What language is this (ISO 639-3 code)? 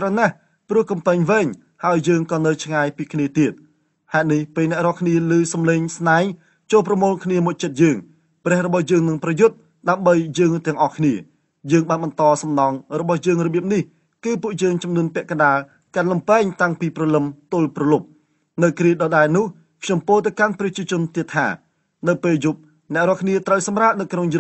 khm